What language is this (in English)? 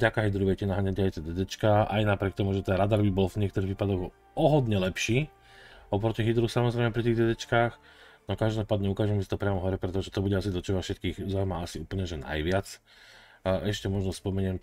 Slovak